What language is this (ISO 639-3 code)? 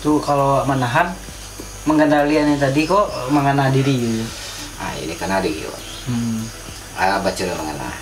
min